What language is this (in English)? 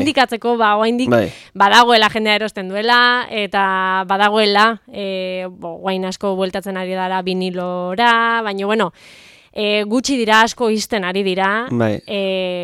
Basque